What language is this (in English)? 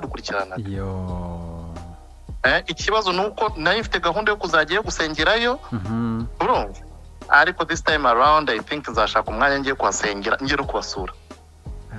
Kinyarwanda